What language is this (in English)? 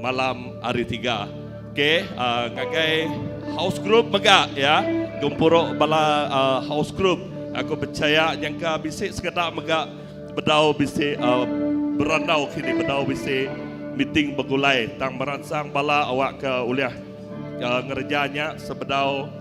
Iban